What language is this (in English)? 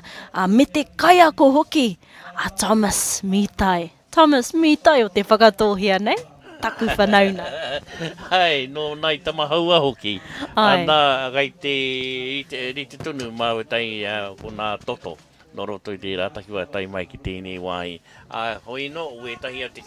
Māori